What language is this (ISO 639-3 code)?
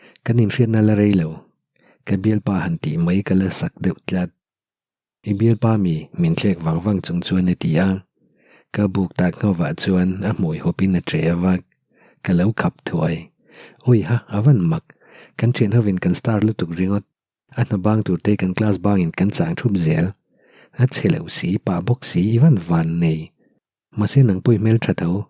lus